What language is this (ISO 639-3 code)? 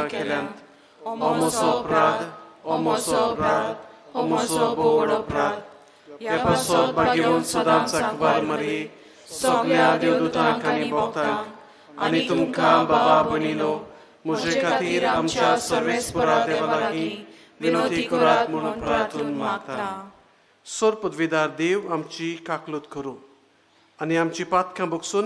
kok